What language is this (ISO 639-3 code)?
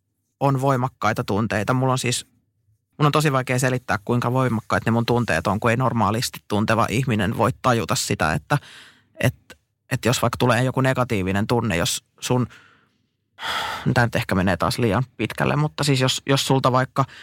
fin